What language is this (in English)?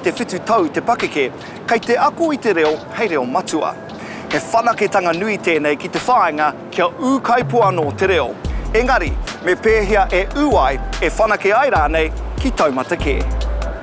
Māori